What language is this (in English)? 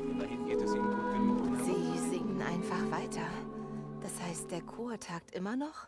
Bavarian